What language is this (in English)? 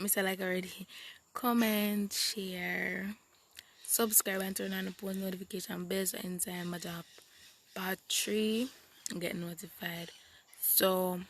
Jamaican Creole English